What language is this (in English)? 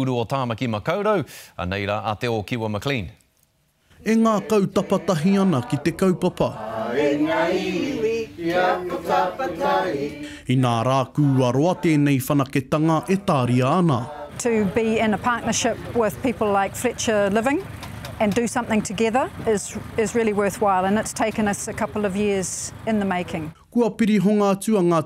Māori